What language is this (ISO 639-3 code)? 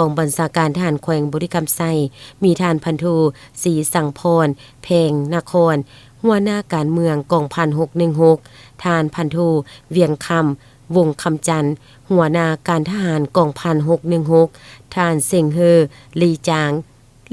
lao